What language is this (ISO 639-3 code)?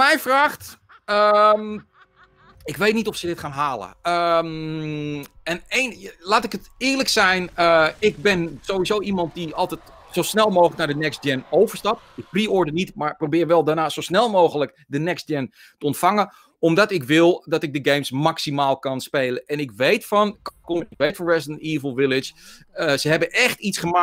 nld